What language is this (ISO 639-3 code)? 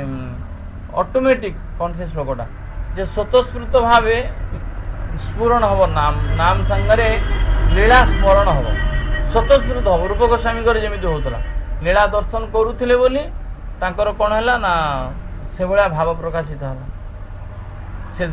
ori